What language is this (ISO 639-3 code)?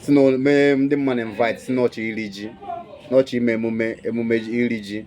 ibo